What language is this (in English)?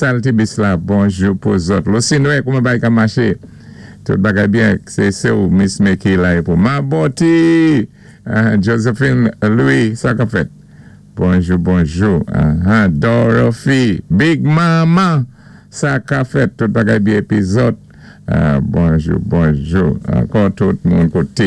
Saint Lucian Creole French